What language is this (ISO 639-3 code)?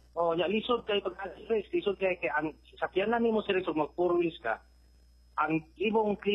ceb